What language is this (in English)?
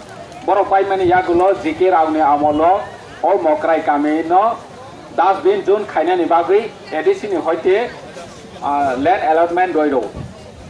Riang (India)